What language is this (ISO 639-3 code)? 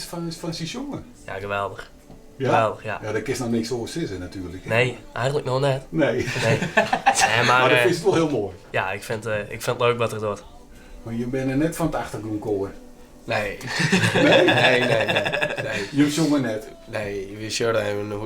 fry